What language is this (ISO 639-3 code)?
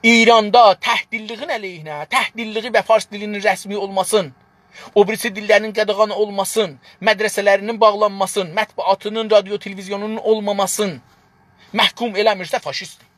azb